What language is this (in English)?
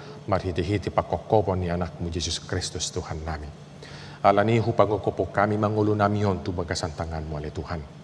Batak Toba